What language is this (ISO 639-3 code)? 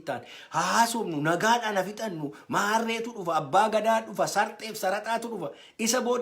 orm